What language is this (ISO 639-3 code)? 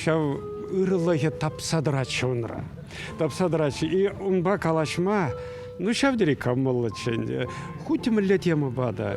chv